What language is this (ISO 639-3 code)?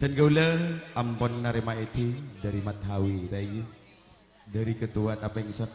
mad